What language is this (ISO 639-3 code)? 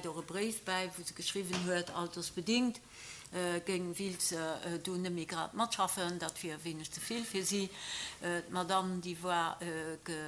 ltz